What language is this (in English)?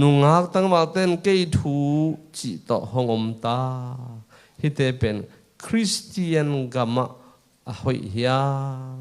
Tedim Chin